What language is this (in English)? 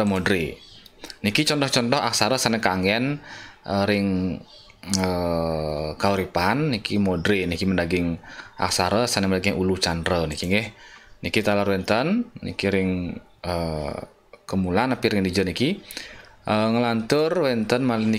Balinese